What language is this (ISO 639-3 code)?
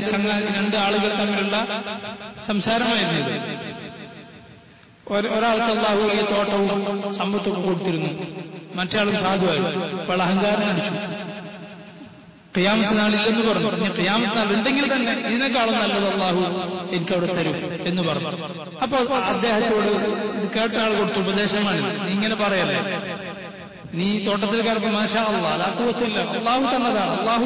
mal